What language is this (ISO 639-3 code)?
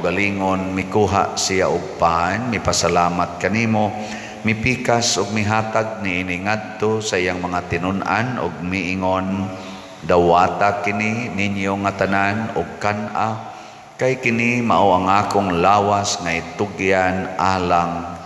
ceb